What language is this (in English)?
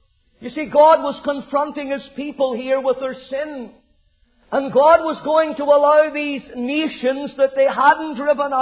English